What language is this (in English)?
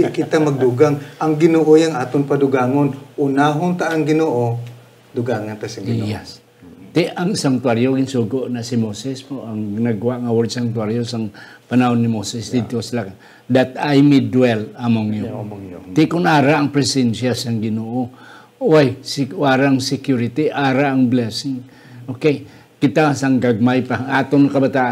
Hiligaynon